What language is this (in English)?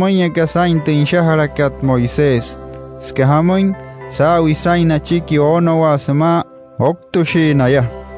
Wayuu